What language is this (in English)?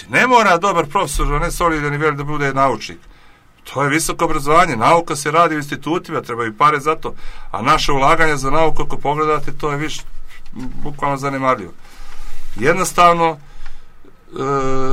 Serbian